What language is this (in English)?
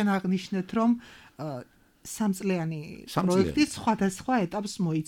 Georgian